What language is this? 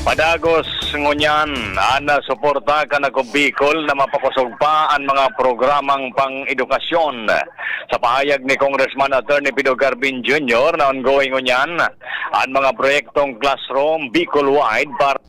Bikol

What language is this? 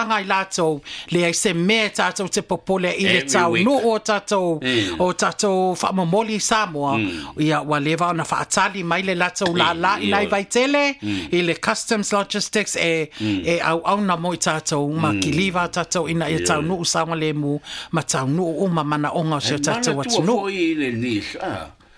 Samoan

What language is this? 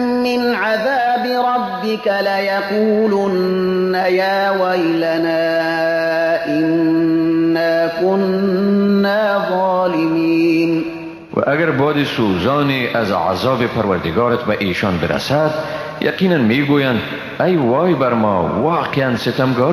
Persian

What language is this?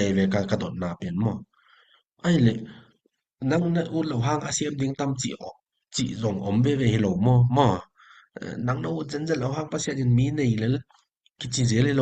Tedim Chin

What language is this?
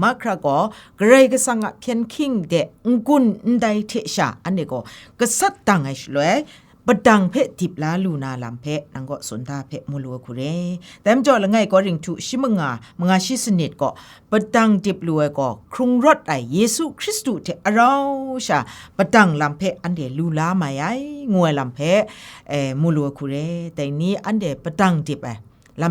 Kachin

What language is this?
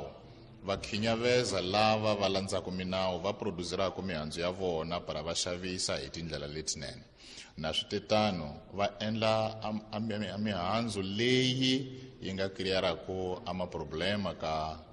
Tsonga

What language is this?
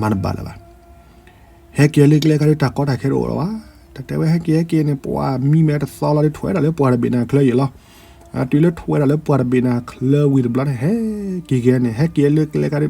S'gaw Karen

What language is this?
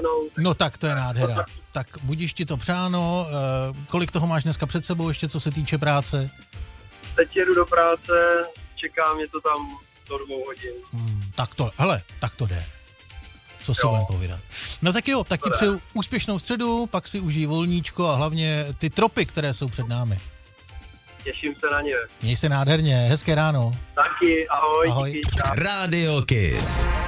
Czech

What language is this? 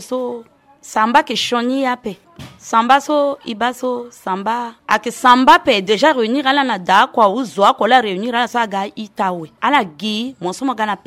Sango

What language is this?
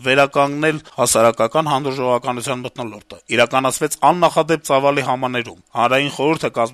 Armenian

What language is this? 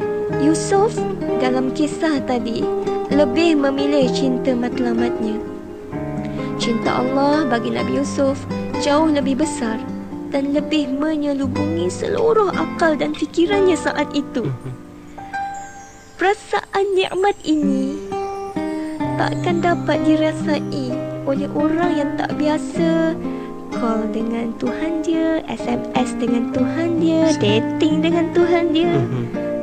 Malay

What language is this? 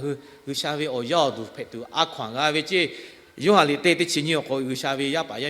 Lahu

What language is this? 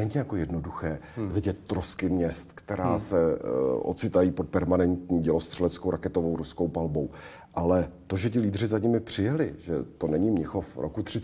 Czech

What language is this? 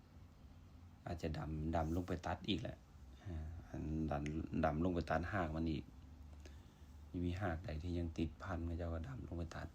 Lao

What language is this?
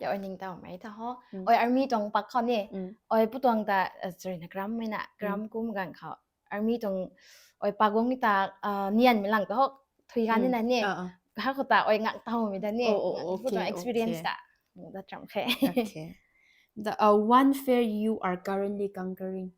Rongmei Naga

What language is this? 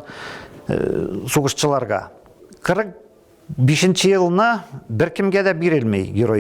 Tatar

